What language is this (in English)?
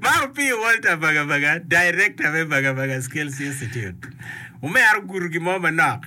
Acoli